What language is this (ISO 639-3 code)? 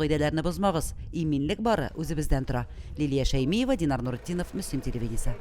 tat